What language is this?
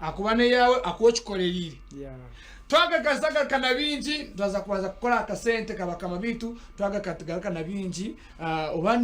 Nyankole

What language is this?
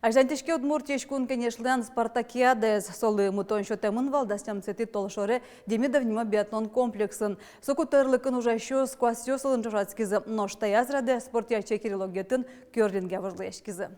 Udmurt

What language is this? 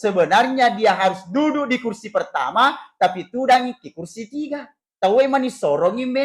Buginese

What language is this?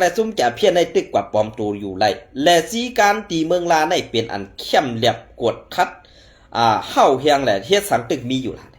Shan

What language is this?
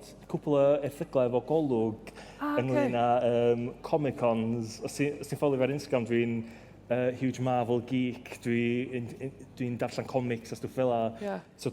Welsh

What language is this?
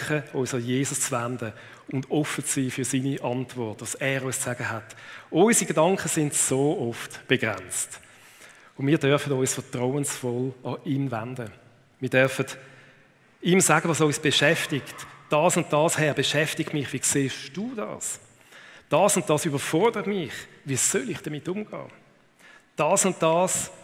Swiss German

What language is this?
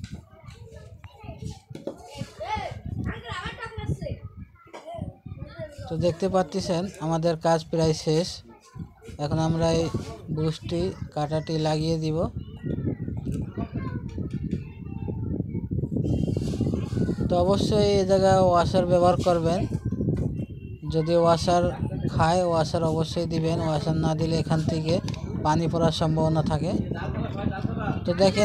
Bangla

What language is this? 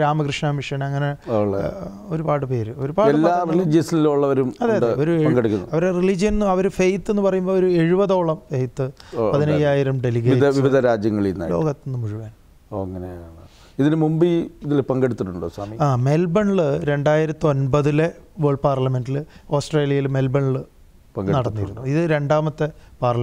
Malayalam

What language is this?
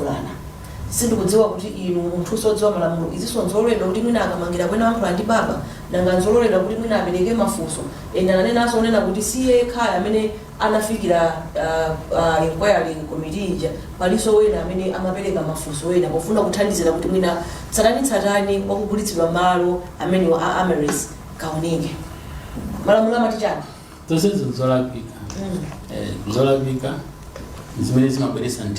Nyanja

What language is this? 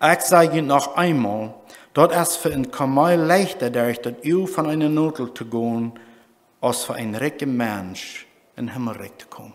Plautdietsch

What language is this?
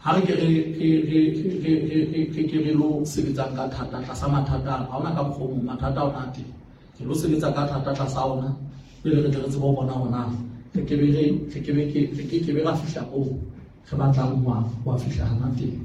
Southern Sotho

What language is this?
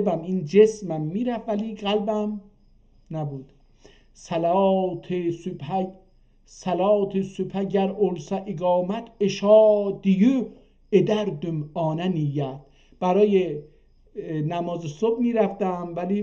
South Azerbaijani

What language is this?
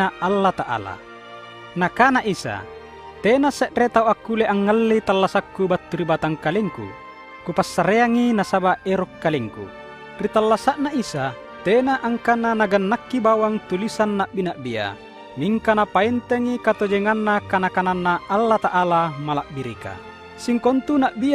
Makasar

